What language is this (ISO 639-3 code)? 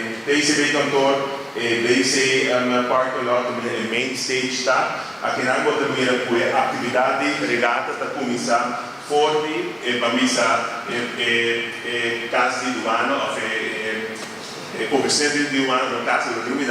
pap